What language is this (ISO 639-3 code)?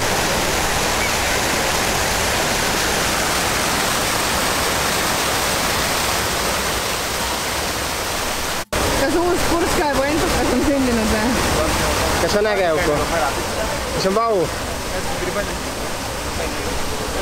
est